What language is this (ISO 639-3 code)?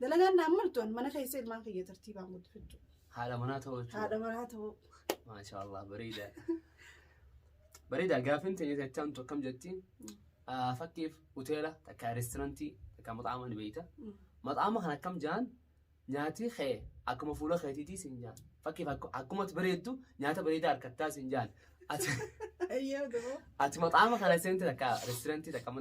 orm